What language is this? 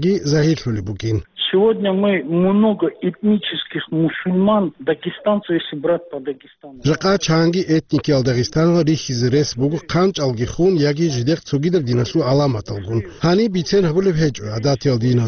Avaric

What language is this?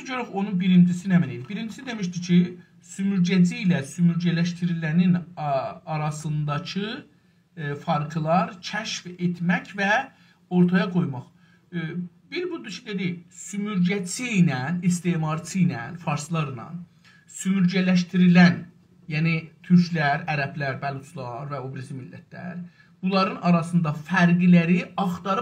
South Azerbaijani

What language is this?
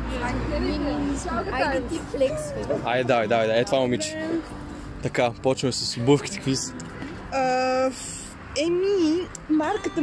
Bulgarian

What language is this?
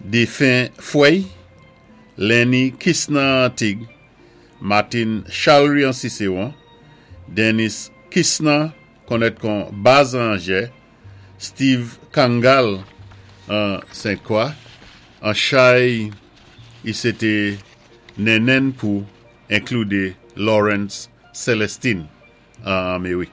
Saint Lucian Creole French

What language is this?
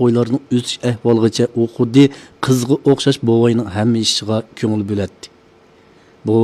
Uyghur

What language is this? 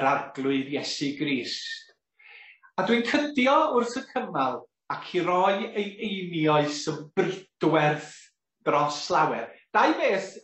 Welsh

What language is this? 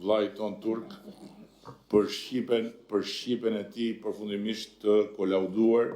Albanian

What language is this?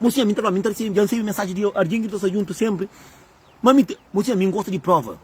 Kabuverdianu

